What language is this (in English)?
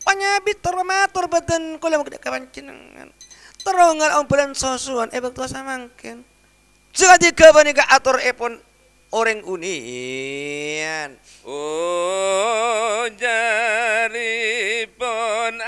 Madurese